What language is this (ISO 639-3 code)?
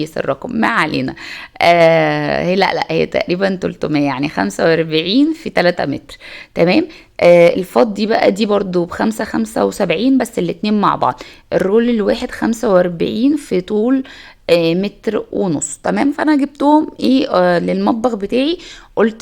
arz